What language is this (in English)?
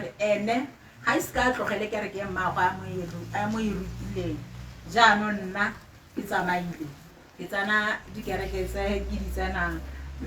Tswana